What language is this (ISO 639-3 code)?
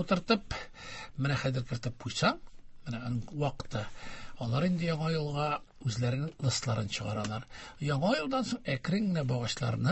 tat